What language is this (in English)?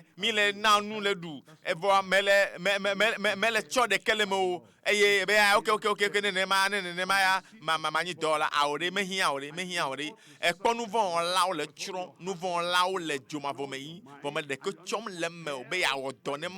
Ewe